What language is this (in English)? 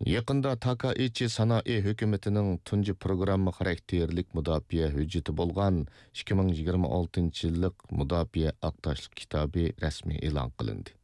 Uyghur